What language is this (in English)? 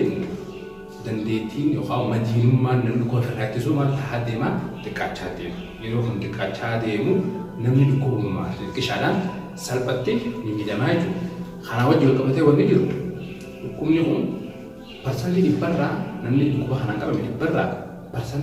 Oromo